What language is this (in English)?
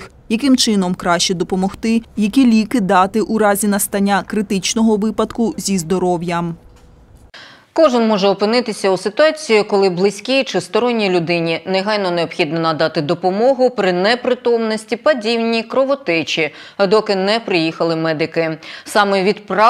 Ukrainian